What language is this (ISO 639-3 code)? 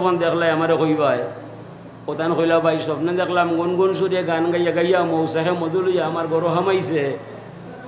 syl